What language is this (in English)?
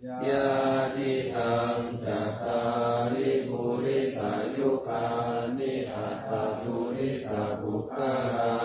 Pali